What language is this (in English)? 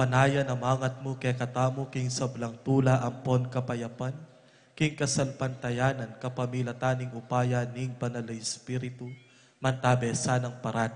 Pampanga